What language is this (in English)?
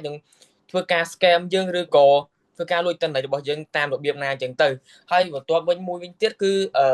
Khmer